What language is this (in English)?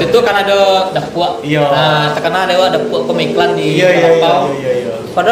Minangkabau